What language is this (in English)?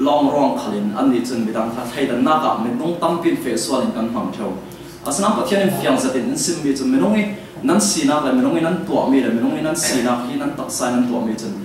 Falam Chin